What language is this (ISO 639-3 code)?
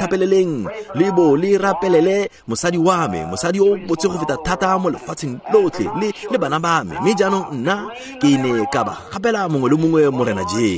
tsn